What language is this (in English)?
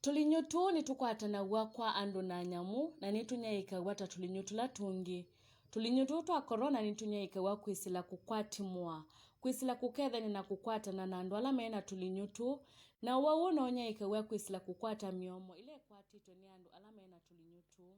Kamba